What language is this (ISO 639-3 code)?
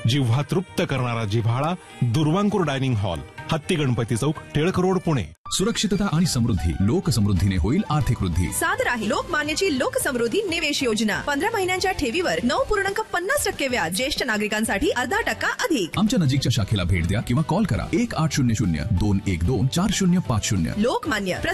mar